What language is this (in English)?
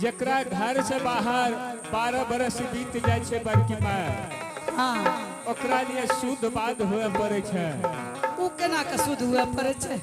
Angika